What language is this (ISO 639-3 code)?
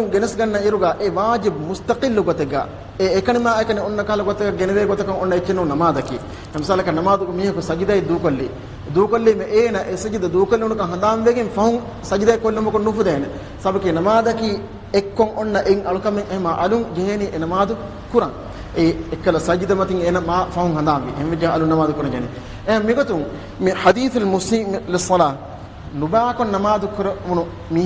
div